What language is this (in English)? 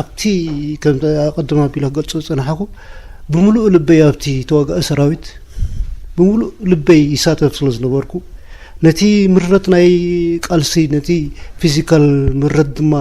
Tigrinya